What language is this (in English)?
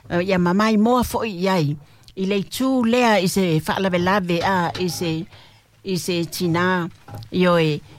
Samoan